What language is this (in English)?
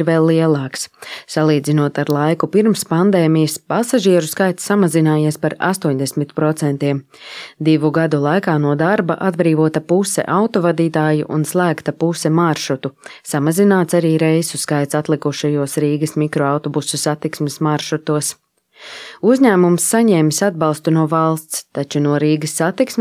Latvian